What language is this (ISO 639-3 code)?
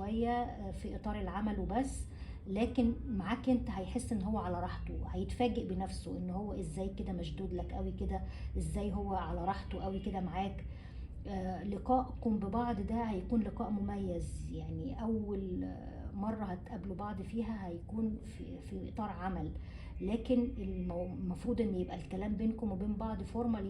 arz